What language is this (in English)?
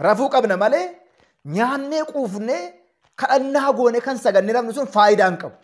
Oromo